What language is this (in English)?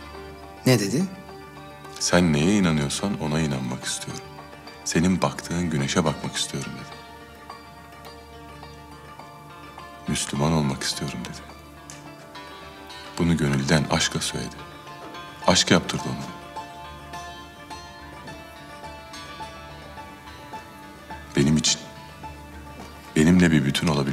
Turkish